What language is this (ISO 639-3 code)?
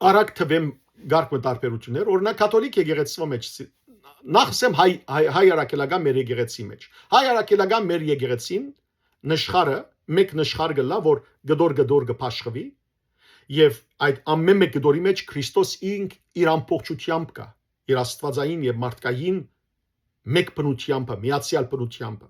hyw